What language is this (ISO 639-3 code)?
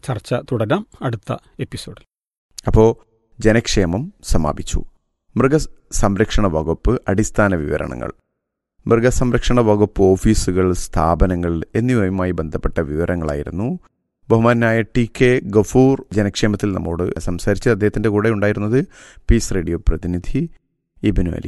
mal